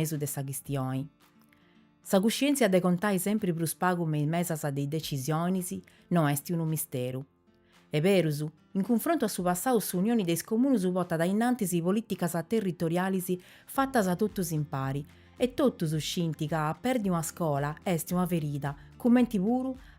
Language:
Sardinian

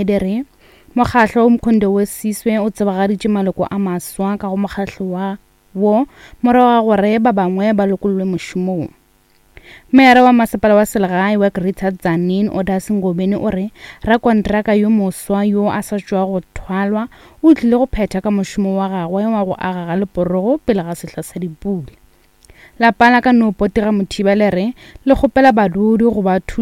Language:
Northern Sotho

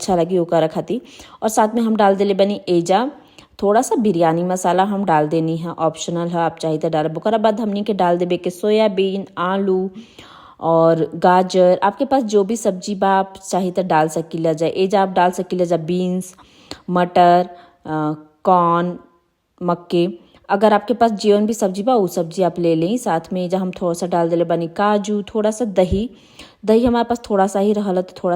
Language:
Bhojpuri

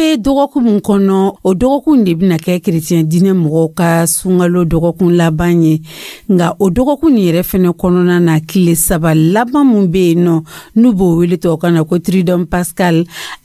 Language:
Dyula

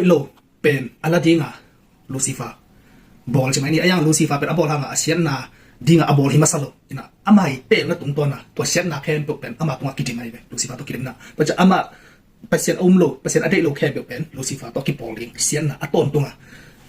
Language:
Tedim Chin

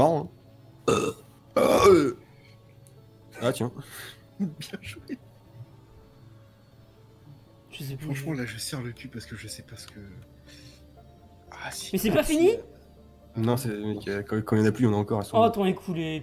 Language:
French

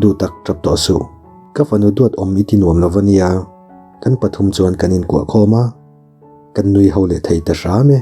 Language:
Mizo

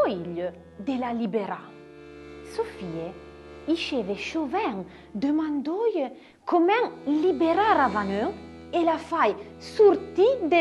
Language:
Arpitan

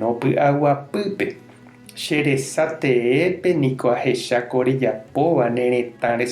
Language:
Guarani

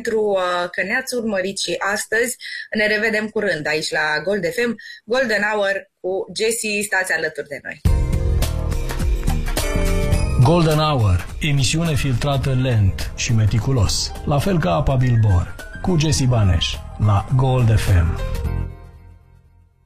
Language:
Romanian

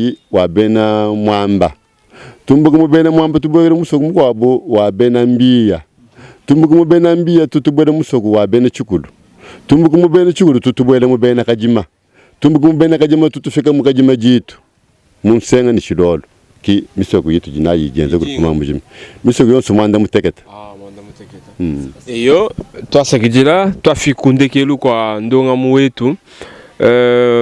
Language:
Luba-Lulua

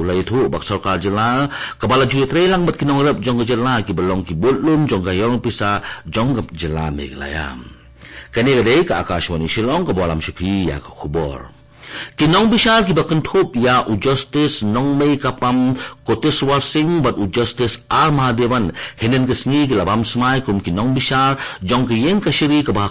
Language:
Khasi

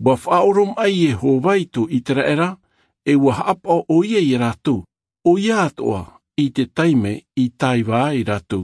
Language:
Tahitian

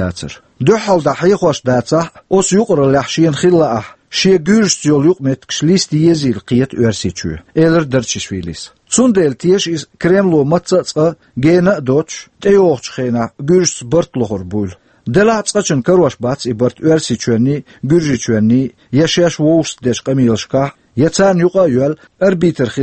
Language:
Chechen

